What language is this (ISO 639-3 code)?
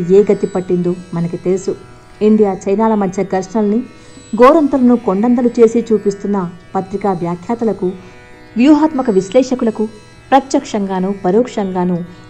tel